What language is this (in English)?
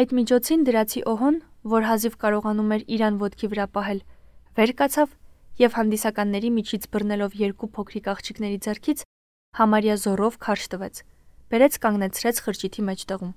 Armenian